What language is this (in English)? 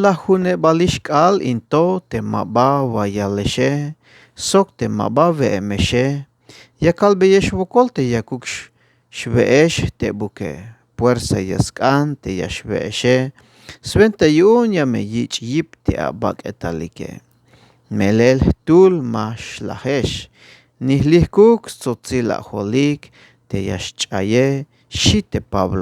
Tzeltal